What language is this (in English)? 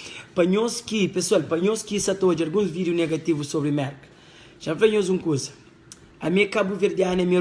Kabuverdianu